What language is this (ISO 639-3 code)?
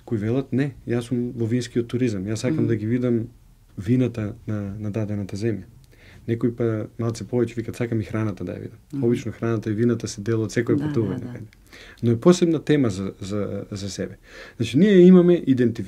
mkd